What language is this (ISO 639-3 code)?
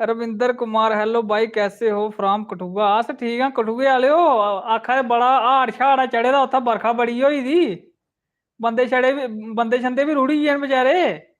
doi